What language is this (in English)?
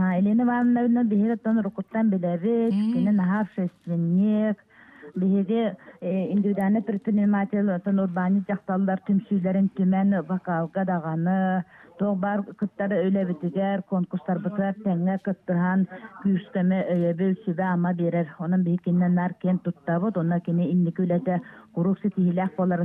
Yakut